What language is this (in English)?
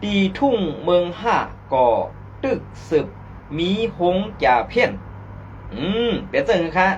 Shan